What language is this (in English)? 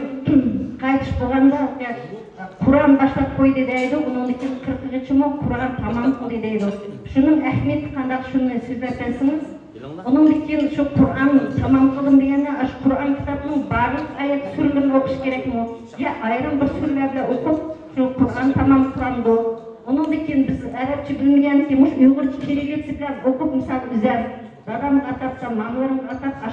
Uyghur